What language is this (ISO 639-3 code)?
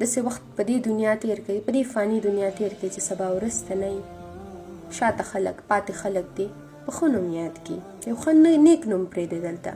pus